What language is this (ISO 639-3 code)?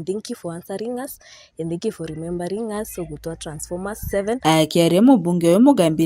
mer